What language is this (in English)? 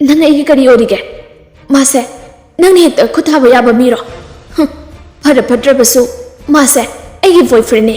Manipuri